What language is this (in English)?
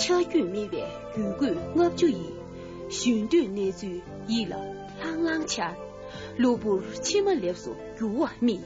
Tibetan